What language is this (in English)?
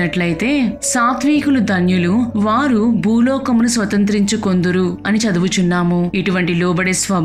Telugu